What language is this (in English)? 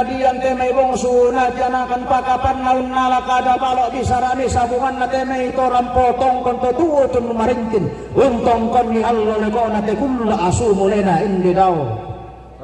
Toraja-Sa'dan